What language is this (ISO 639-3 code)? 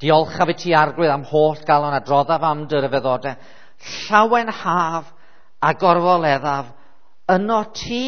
cym